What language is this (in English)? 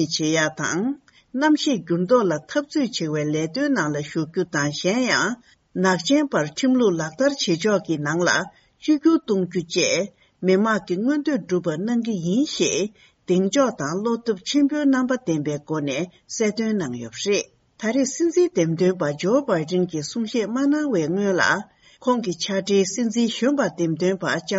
Tibetan